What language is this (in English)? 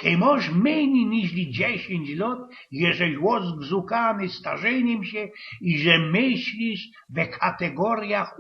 Silesian